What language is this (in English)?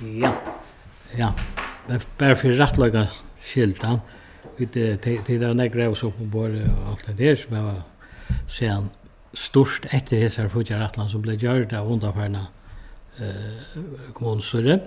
Faroese